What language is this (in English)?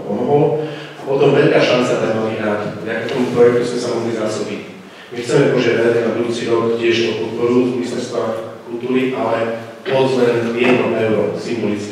Slovak